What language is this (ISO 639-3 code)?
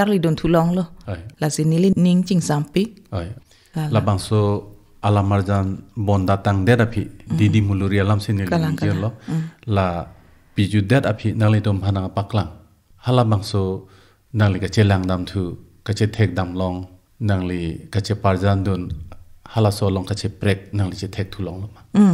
mjw